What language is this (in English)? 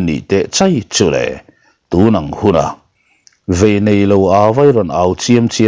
Mizo